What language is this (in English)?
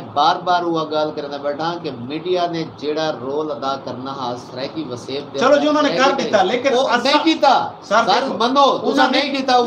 Saraiki